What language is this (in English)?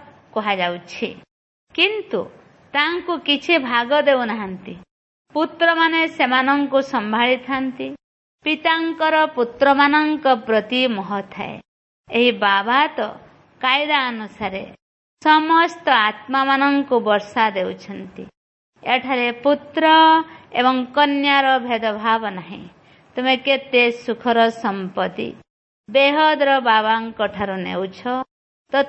Odia